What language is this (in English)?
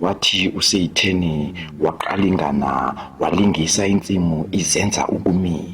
Zulu